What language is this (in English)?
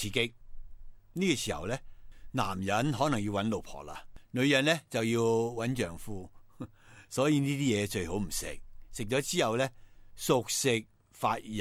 Cantonese